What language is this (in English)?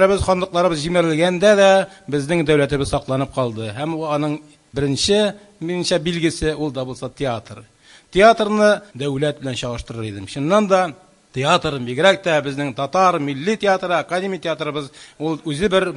Tatar